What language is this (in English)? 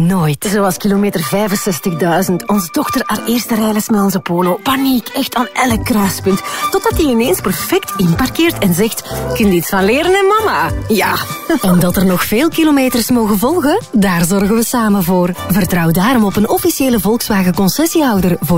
Dutch